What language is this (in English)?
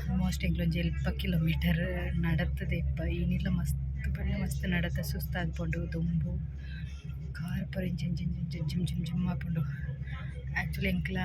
Tulu